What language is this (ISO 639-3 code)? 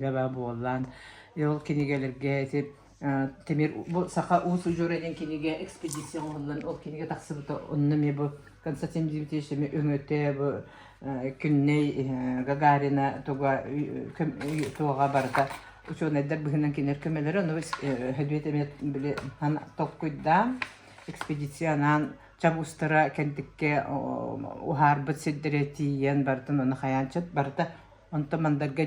sah